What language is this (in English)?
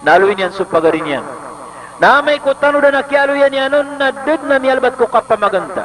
Maranao